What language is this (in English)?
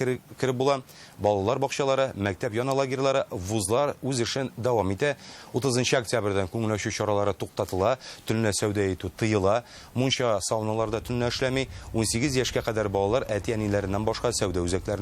Tatar